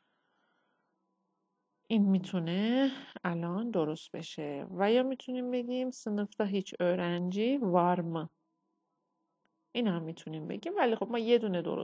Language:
Persian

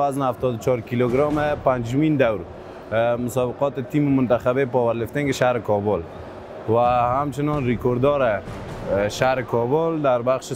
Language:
Persian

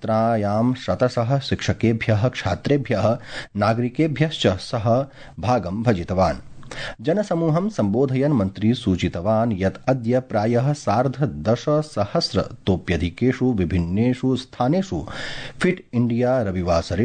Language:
Sanskrit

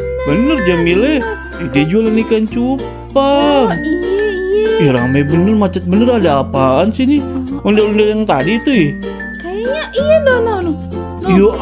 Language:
Betawi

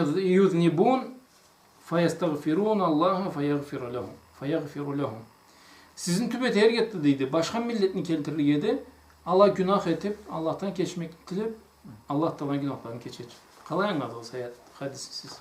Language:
Karachay-Balkar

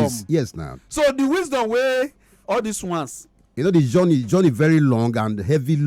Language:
Nigerian Pidgin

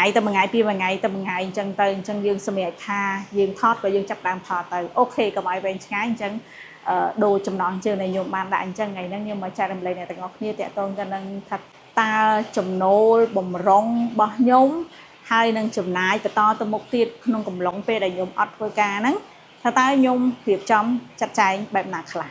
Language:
Khmer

